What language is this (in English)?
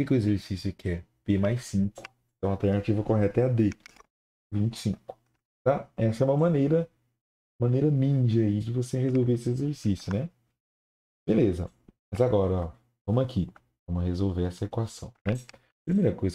Portuguese